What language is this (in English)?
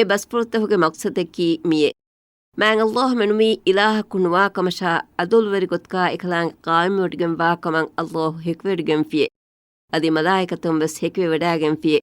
Divehi